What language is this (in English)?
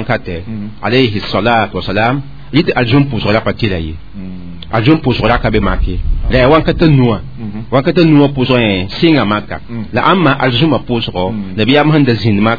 Mossi